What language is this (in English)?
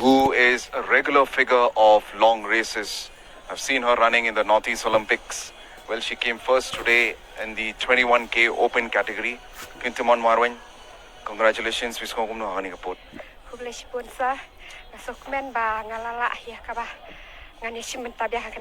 Khasi